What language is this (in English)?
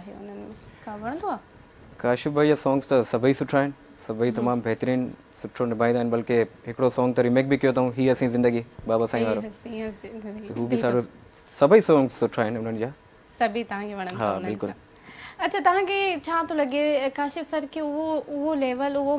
Sindhi